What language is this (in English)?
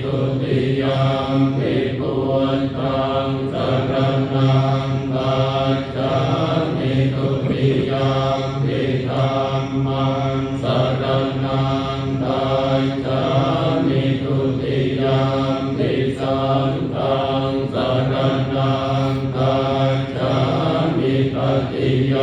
Pali